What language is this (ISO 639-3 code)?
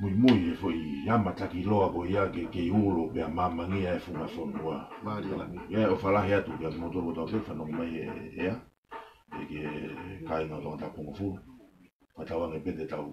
ton